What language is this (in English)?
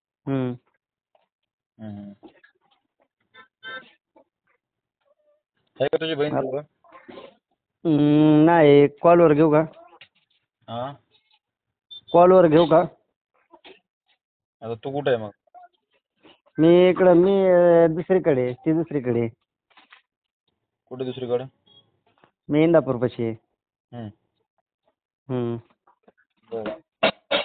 Marathi